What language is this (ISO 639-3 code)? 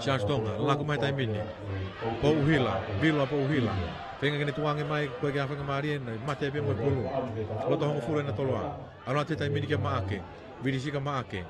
ton